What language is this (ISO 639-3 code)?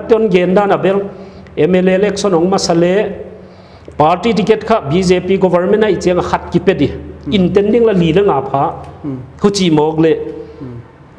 pck